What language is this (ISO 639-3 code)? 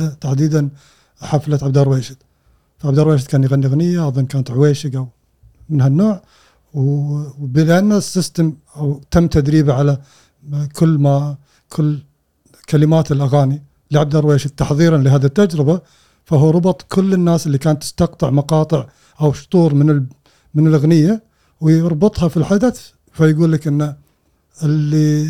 afb